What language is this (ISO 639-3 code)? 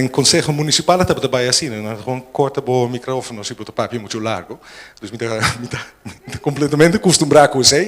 pap